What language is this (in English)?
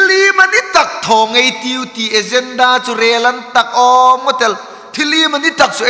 Hmar